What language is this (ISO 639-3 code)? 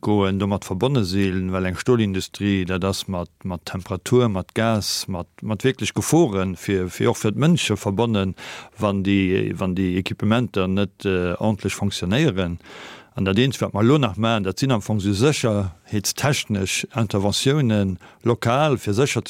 ltz